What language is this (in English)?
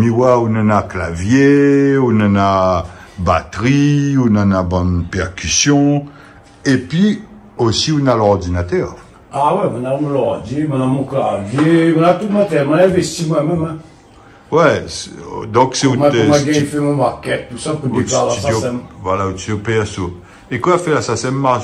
Réunion Creole French